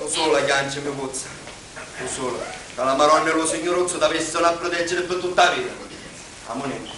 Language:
Sicilian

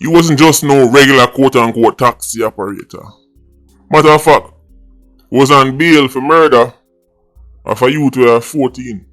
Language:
Jamaican Creole English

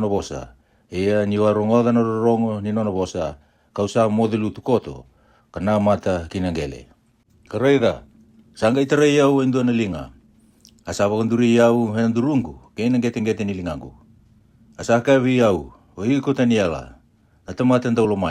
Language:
Fijian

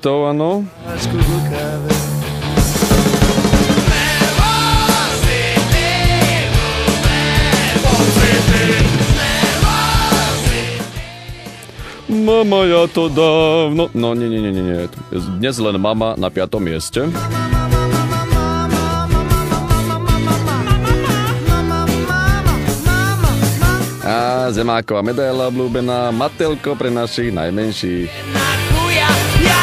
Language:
Slovak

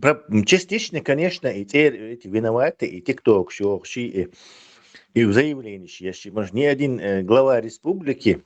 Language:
Chechen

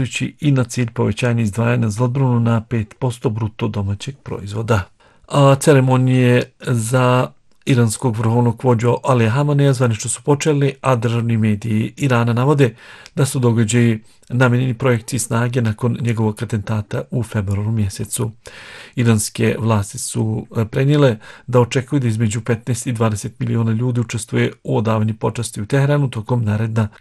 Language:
Bosnian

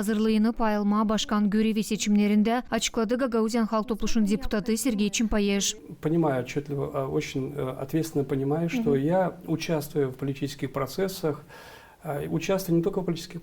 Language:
Gagauz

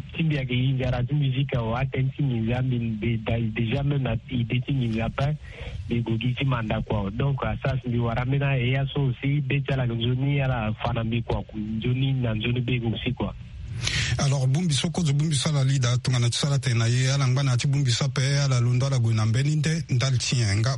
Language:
Sango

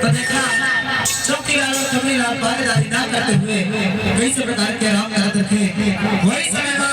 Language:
Chhattisgarhi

